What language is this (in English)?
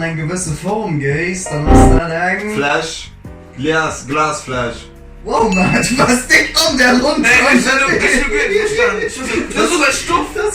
Luxembourgish